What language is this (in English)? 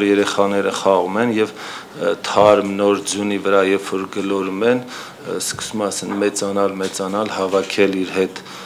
Armenian